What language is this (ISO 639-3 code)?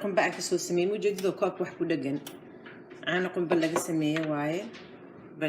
som